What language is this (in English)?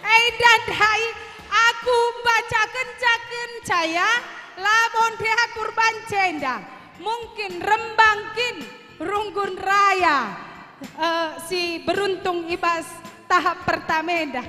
Batak Karo